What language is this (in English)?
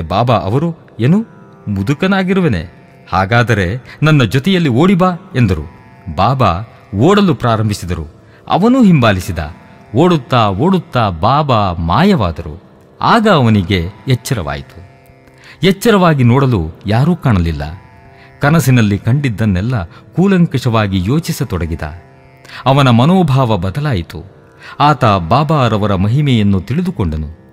Kannada